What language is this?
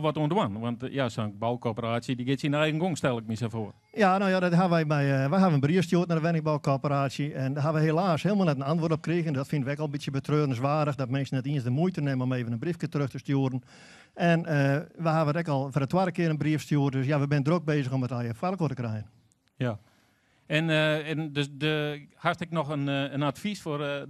Western Frisian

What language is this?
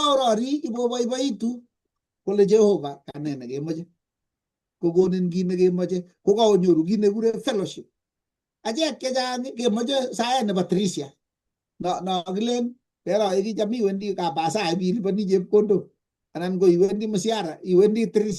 Kalenjin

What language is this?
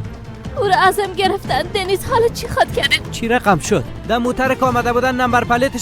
Persian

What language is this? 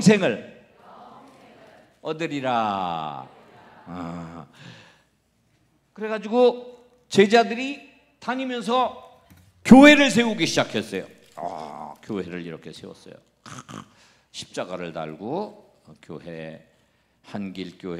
Korean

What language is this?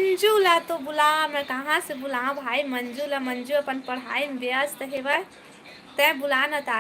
Chhattisgarhi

